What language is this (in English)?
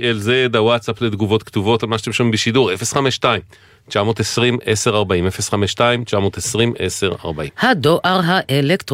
Hebrew